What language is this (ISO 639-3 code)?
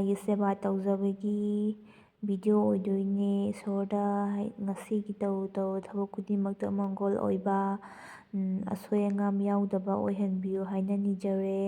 mni